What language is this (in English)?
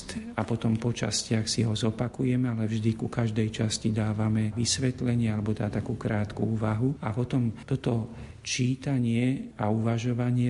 Slovak